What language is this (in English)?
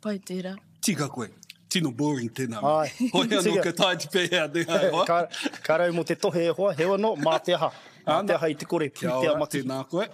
Māori